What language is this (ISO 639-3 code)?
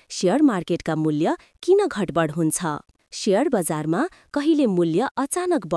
nep